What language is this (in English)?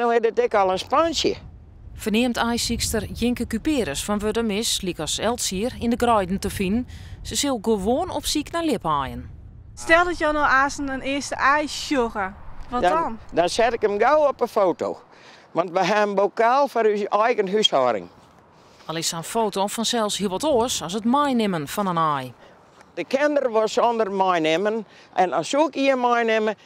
Western Frisian